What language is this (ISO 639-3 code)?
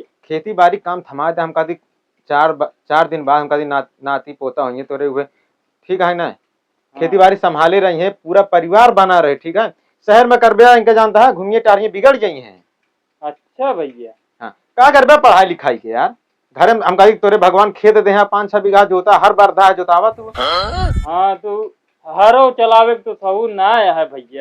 awa